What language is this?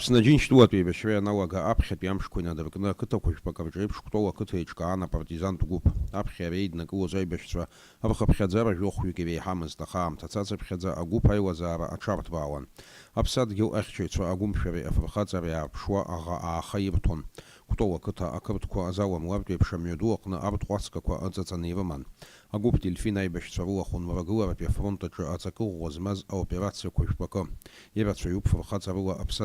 Abkhazian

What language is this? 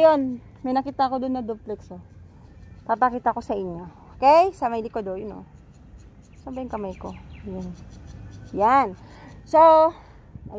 Filipino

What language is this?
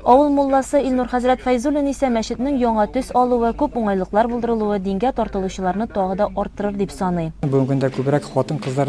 Tatar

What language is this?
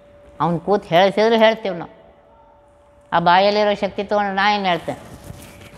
Kannada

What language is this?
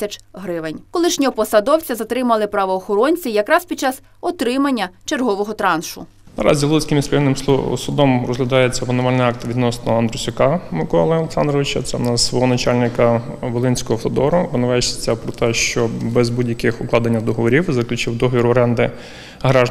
Ukrainian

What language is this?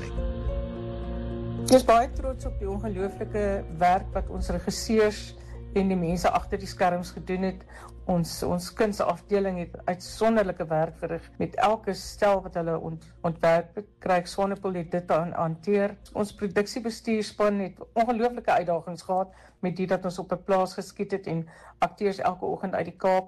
Afrikaans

